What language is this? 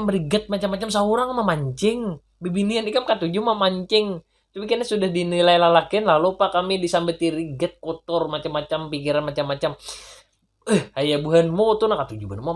Banjar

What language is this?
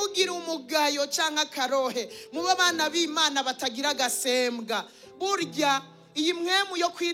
Rundi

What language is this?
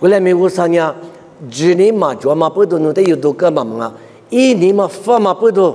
Lisu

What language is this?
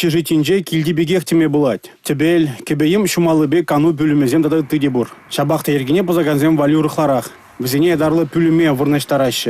Chuvash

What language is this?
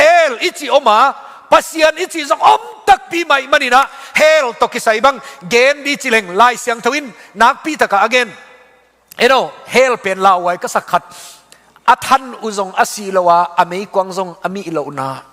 Tedim Chin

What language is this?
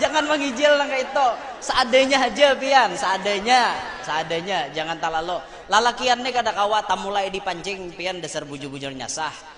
Banjar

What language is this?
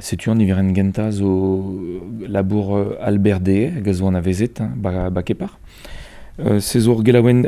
Breton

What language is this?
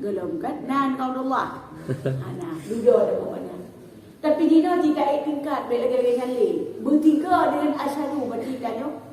Achinese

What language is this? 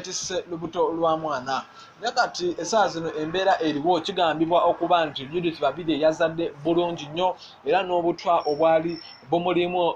Ganda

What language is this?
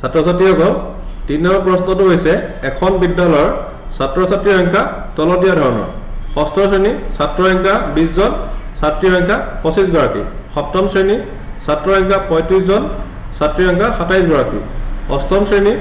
Assamese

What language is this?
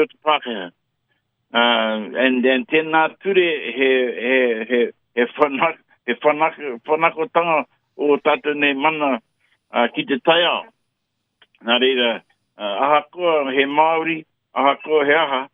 Māori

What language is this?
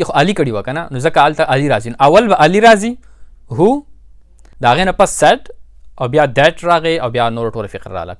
Pashto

